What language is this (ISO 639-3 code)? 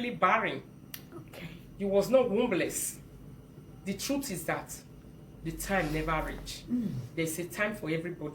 pcm